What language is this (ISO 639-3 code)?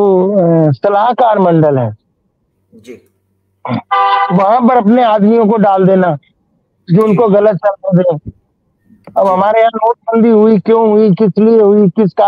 hin